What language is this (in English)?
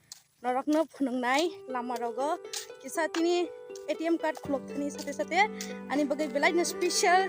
Kok Borok